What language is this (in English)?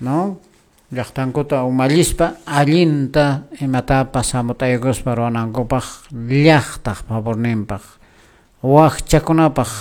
Quechua